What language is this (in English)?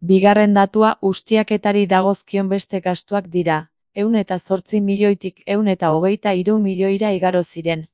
Basque